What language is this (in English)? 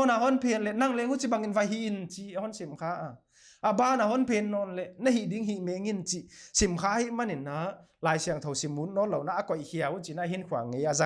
Paite Chin